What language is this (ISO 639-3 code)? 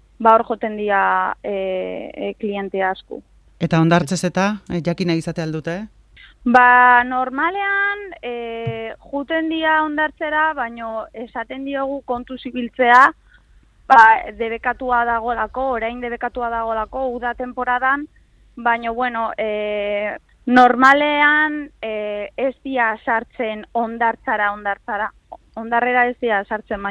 eus